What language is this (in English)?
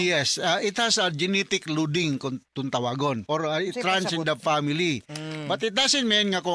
Cebuano